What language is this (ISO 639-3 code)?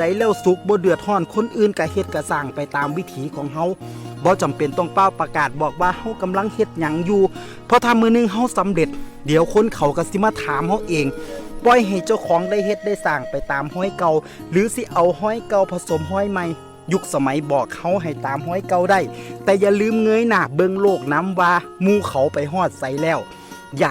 tts